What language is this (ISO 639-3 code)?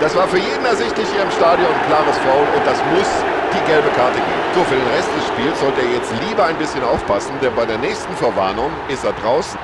bar